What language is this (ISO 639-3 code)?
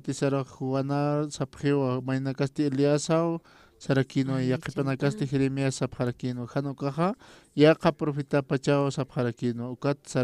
aym